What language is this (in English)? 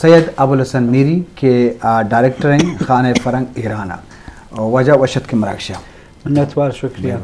Eastern Balochi